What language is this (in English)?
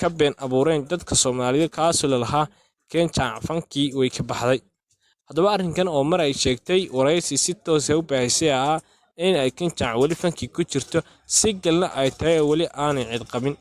Somali